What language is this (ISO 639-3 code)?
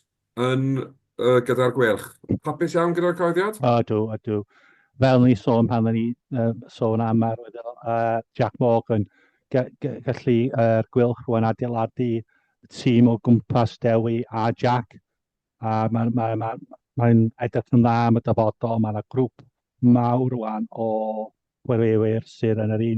cym